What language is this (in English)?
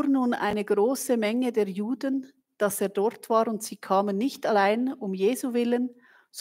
Swiss German